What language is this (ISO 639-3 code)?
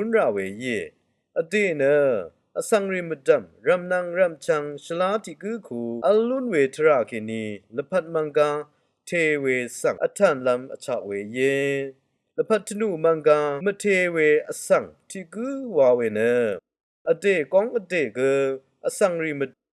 raw